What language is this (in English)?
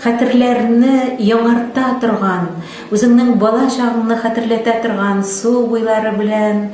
Tatar